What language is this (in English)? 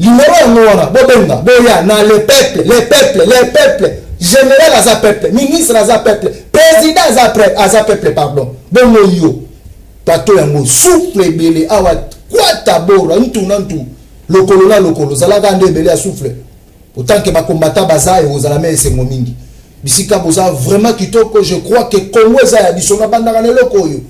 Lingala